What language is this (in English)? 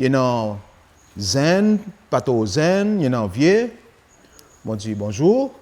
Seselwa Creole French